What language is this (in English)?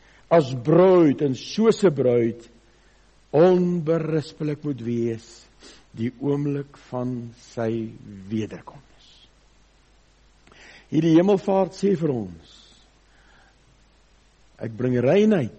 Afrikaans